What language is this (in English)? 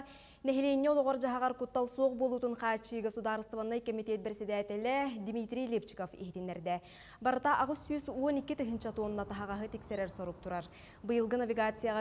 Yakut